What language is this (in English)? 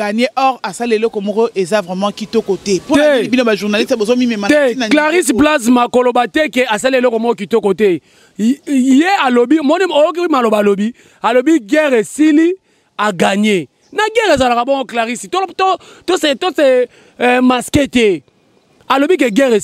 Lingala